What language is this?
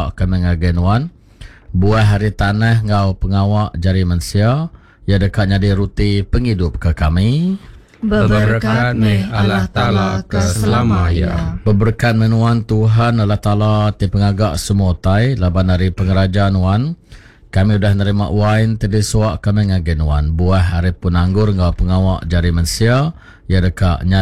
Iban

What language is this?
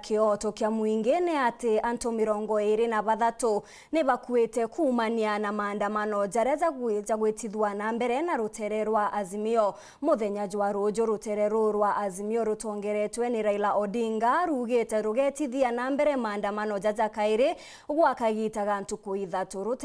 Meru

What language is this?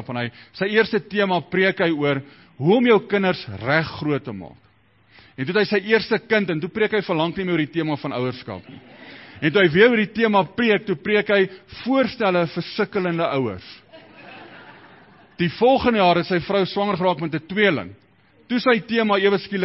Afrikaans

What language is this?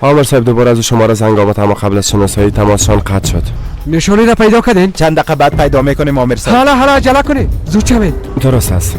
Persian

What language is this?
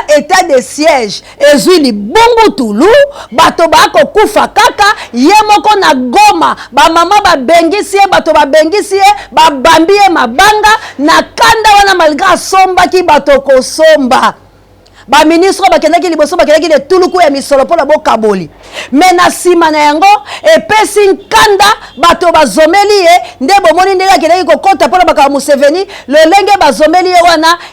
Lingala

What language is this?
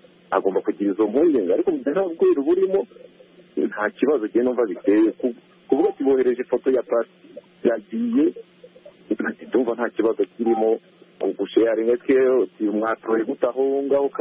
Kinyarwanda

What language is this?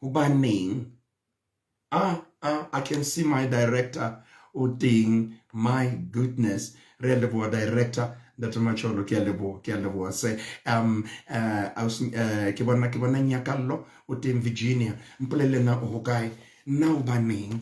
Southern Sotho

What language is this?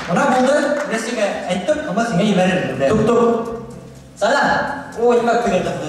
Bashkir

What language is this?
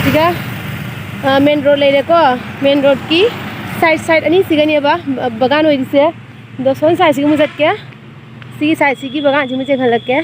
Manipuri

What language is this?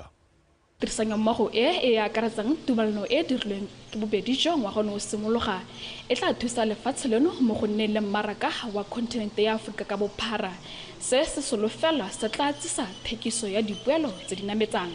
Tswana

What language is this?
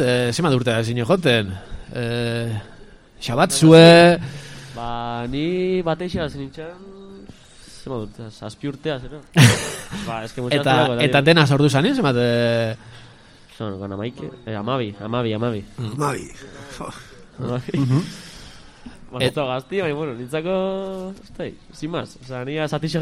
Basque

